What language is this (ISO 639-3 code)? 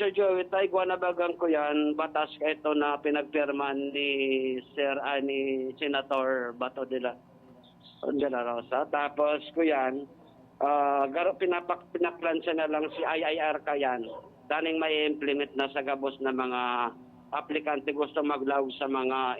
bik